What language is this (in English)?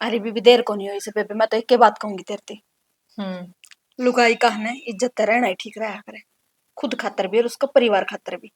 Haryanvi